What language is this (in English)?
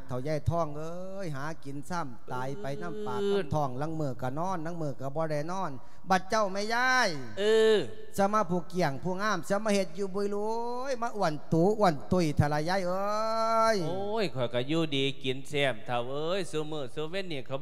Lao